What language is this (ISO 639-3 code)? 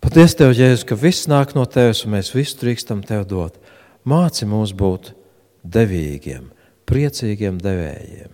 lav